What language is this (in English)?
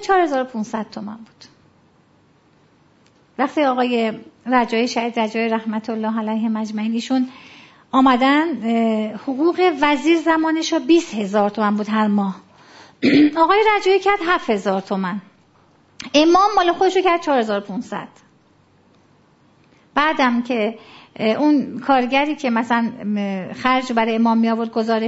Persian